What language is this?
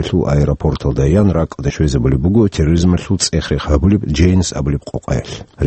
Avaric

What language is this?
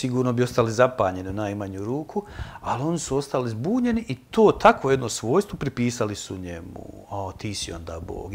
Bosnian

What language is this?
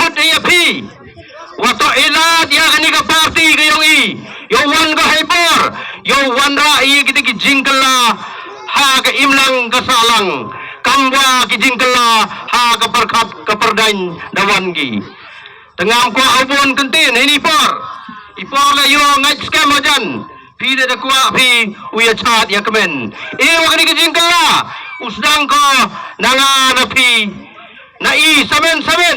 Khasi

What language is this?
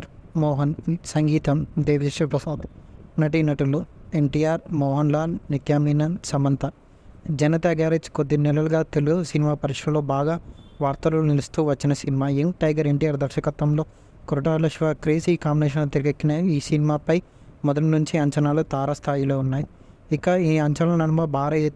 Telugu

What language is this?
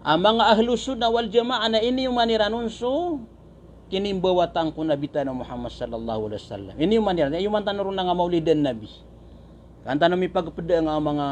Maranao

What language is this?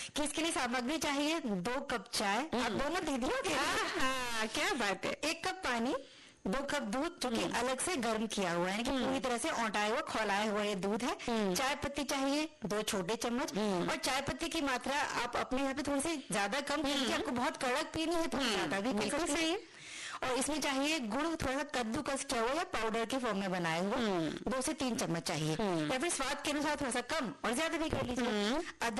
Hindi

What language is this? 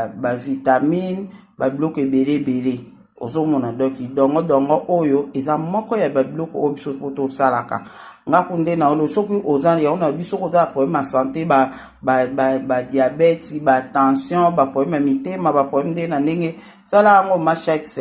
Lingala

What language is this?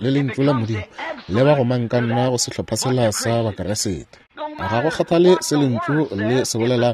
Northern Sotho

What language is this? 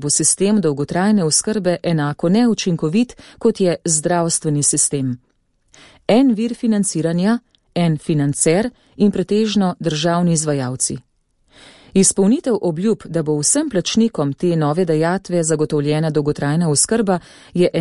Slovenian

